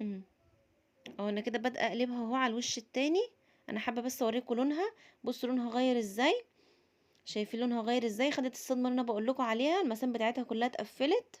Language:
Egyptian Arabic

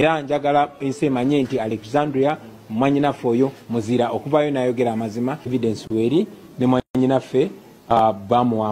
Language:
Ganda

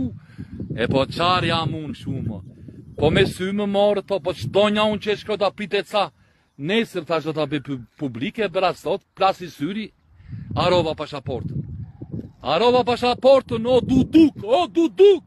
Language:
Albanian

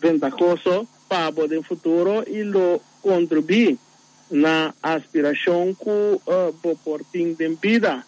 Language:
Papiamento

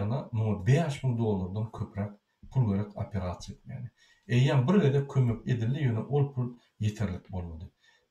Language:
Turkmen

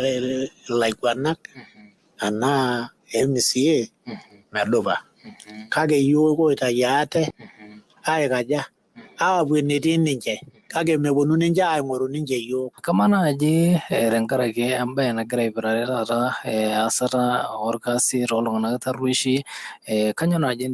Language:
Masai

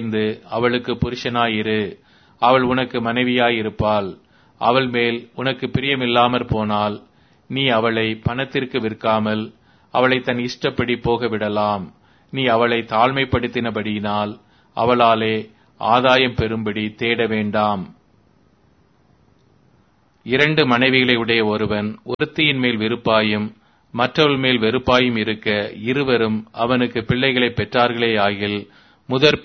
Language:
Tamil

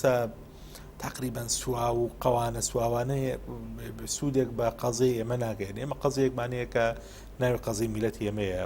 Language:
Central Kurdish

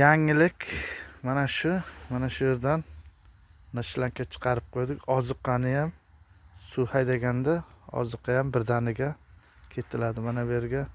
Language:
Uzbek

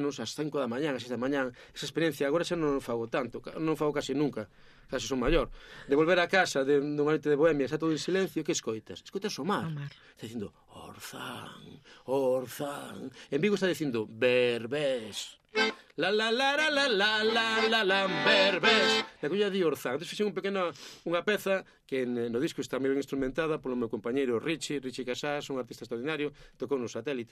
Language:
Galician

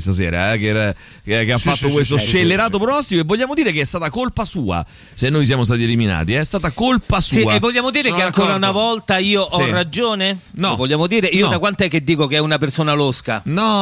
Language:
Italian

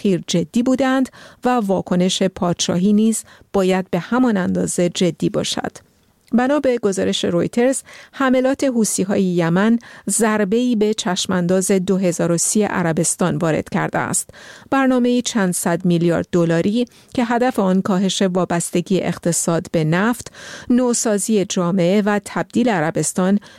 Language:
Persian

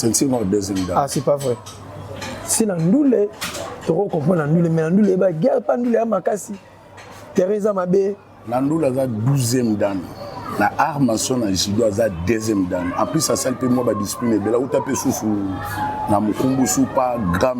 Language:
Lingala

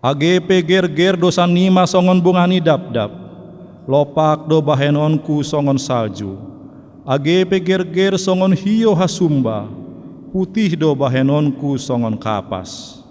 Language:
Batak Simalungun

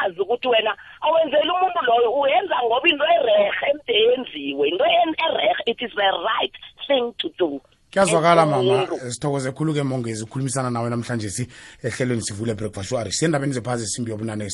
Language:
South Ndebele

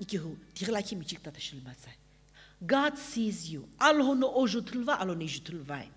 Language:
Sumi Naga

